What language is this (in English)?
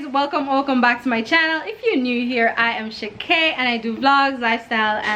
Jamaican Creole English